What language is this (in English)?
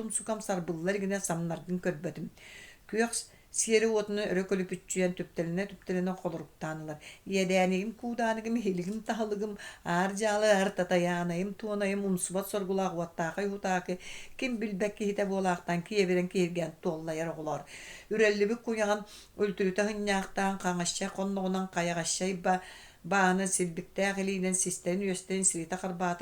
Yakut